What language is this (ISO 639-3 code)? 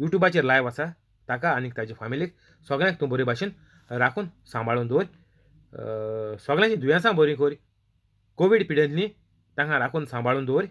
kok